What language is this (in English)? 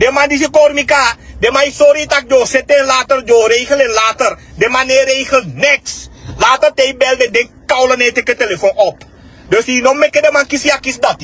Sranan Tongo